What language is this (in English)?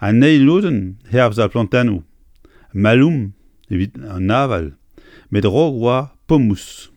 Breton